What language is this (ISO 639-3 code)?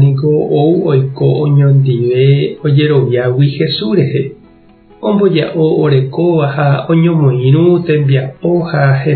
grn